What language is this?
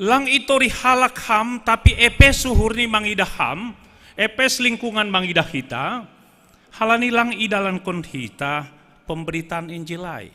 Batak Simalungun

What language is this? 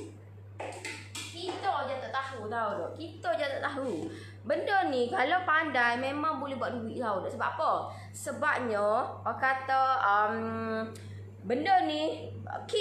Malay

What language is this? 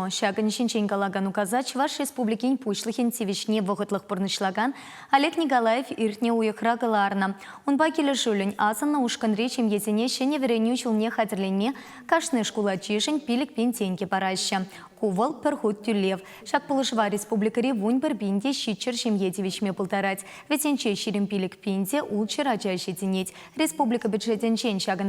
Chuvash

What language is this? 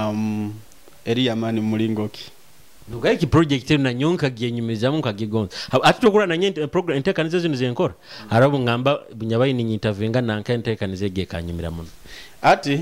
Nyoro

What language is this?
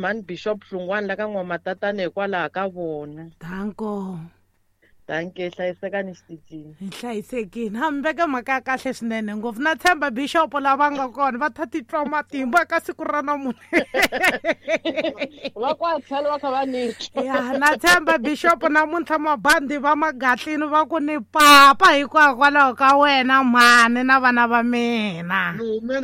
Tsonga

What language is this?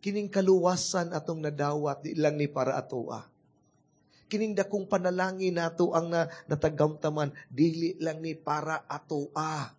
Cebuano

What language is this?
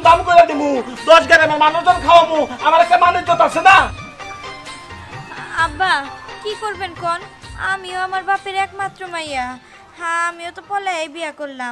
Bangla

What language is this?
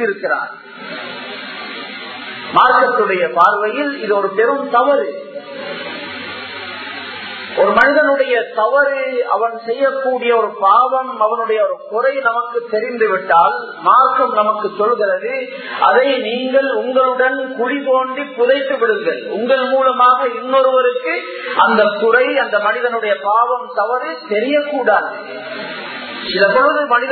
Tamil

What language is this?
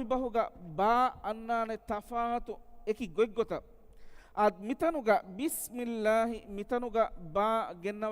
Divehi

